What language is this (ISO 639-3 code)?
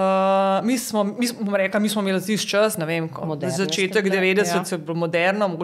slv